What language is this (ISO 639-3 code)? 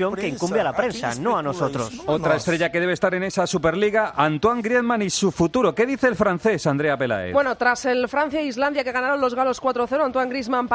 spa